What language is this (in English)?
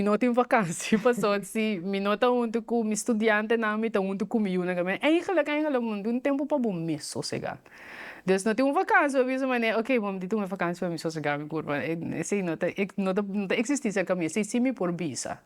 Papiamento